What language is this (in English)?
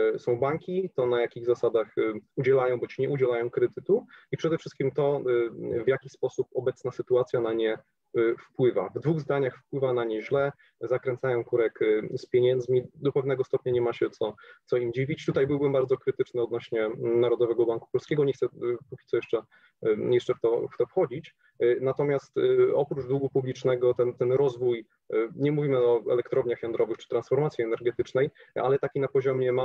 Polish